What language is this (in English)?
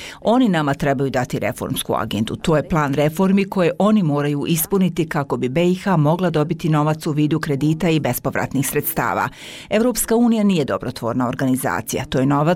Bosnian